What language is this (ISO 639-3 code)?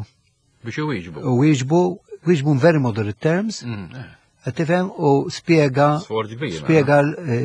mlt